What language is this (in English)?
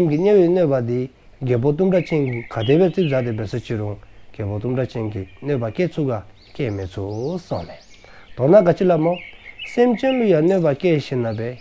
Dzongkha